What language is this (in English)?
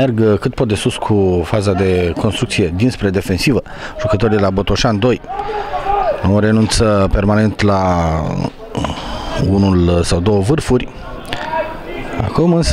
Romanian